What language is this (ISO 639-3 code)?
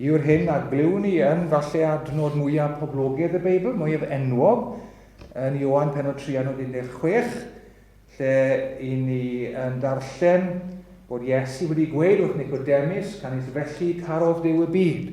cym